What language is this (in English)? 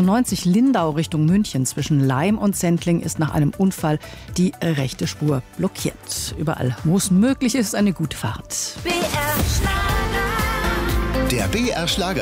German